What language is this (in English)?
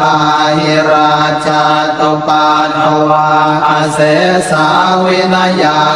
Pali